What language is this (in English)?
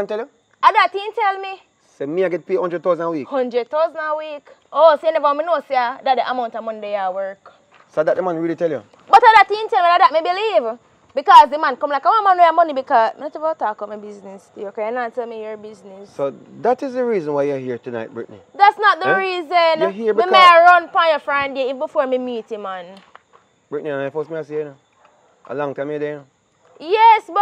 Jamaican Creole English